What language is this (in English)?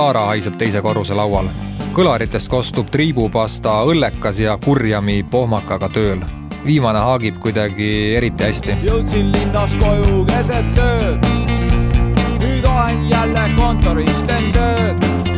Estonian